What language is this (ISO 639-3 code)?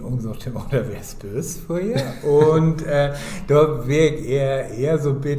nds